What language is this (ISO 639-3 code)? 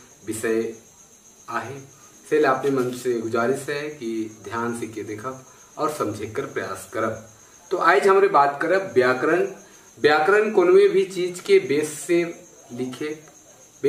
sck